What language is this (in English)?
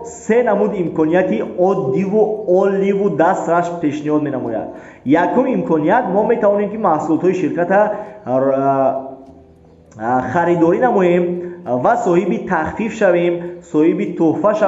Tajik